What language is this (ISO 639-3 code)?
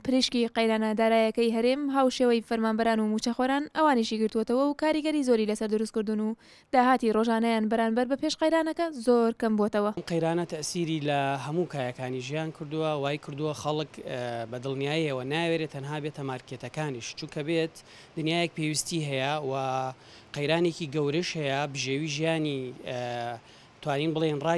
ckb